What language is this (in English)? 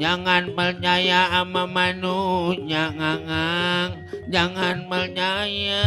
Betawi